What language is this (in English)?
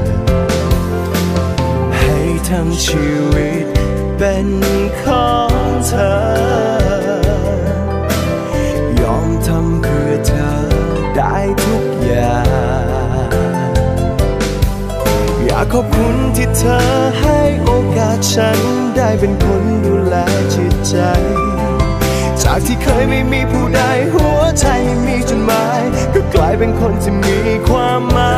Thai